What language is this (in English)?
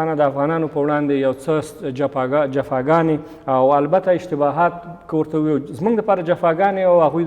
Pashto